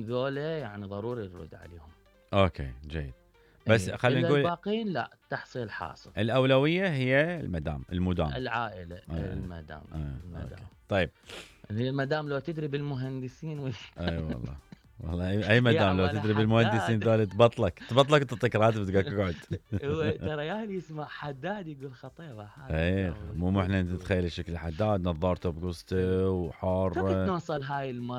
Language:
Mesopotamian Arabic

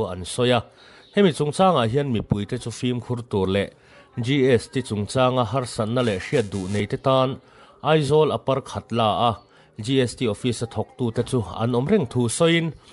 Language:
Mizo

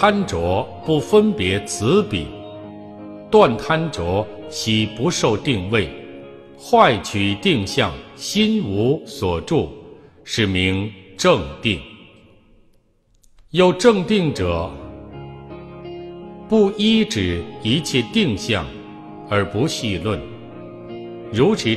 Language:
Chinese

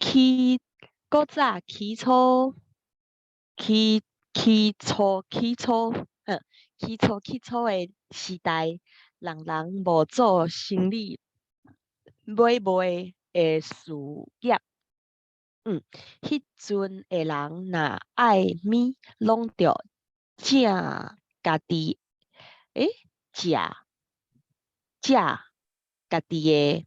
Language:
Min Nan Chinese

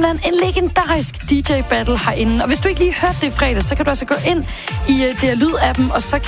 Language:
Danish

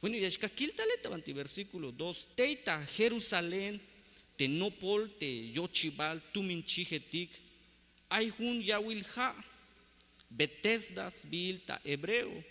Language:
Tzeltal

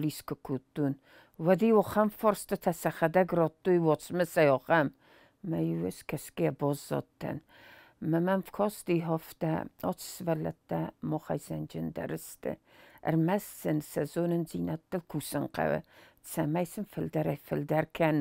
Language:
Ossetic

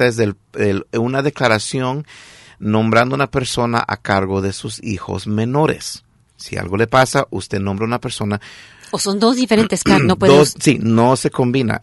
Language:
Spanish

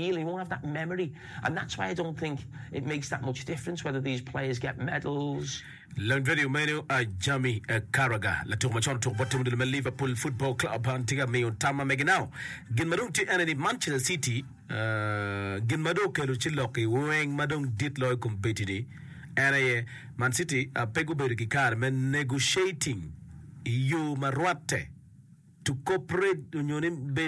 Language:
Acoli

